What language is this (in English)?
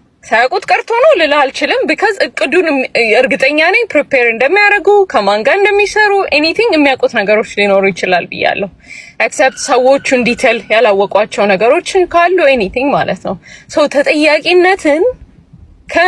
Amharic